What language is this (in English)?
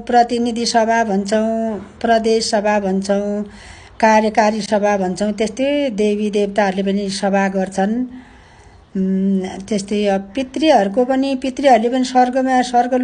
Nepali